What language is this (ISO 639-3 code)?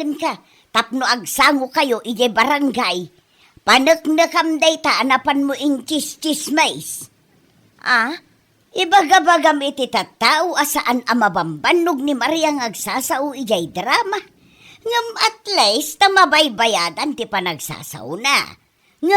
ilo